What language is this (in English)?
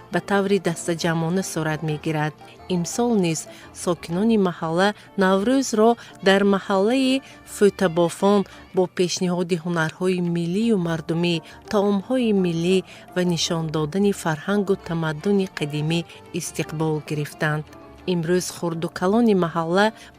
Tajik